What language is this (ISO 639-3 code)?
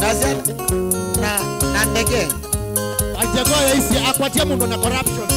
kam